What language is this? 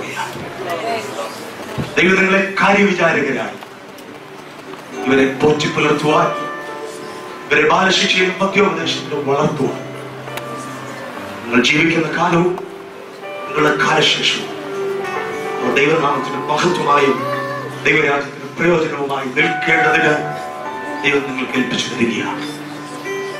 Malayalam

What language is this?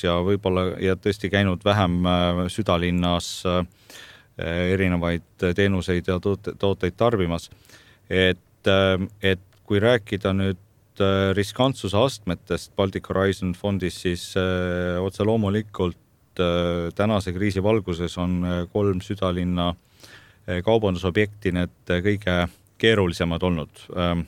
Estonian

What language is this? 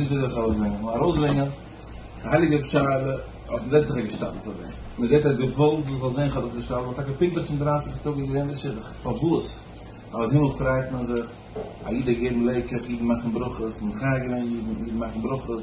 Yiddish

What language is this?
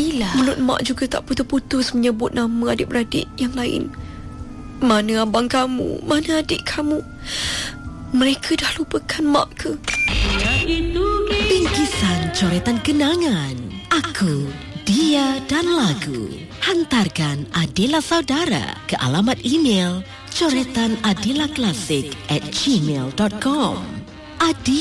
Malay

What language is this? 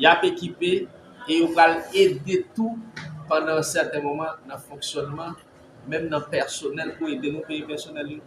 Haitian Creole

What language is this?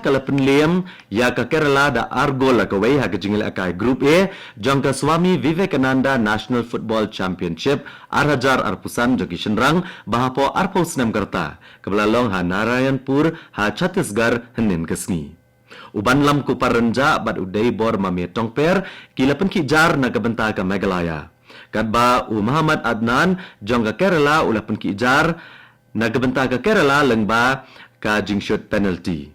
Khasi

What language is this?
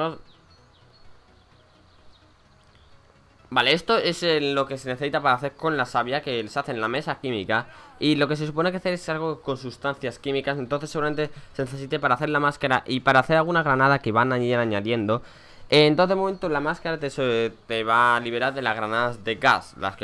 Spanish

